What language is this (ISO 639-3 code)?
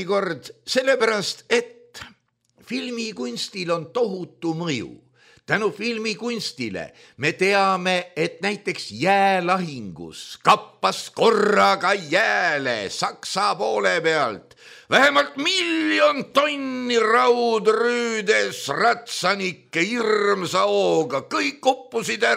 est